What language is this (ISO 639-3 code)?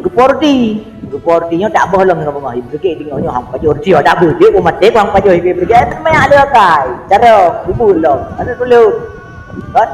ace